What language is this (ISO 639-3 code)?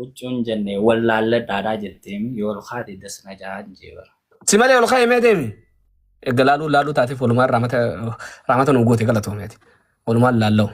orm